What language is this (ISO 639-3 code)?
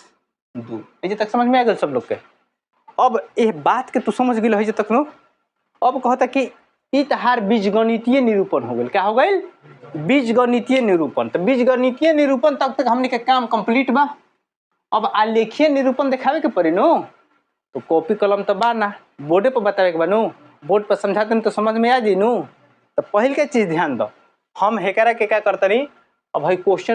bho